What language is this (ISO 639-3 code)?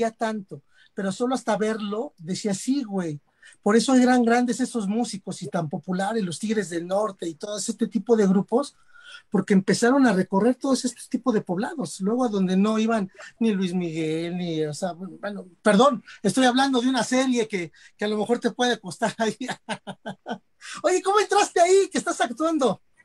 spa